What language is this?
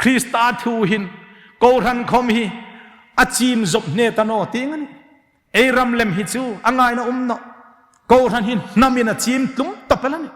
Hmar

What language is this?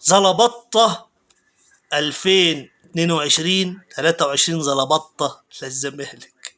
Egyptian Arabic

